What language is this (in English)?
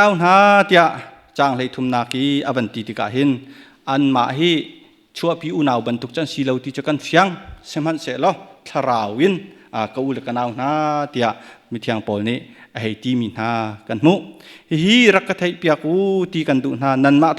Hakha Chin